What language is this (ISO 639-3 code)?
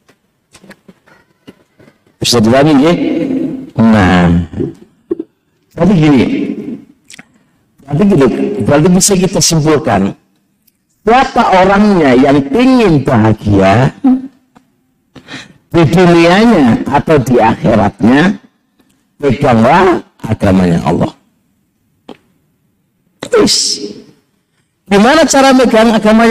ind